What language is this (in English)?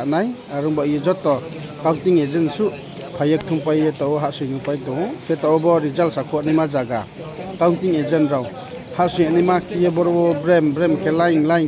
Riang (India)